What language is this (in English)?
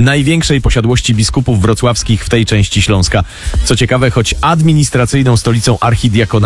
Polish